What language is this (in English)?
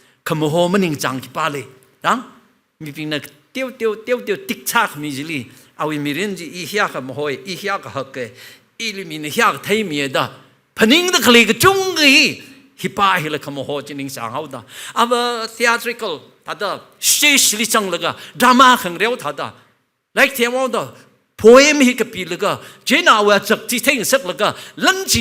Tangkhul Naga (India)